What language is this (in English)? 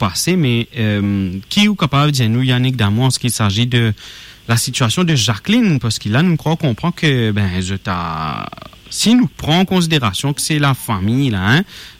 Morisyen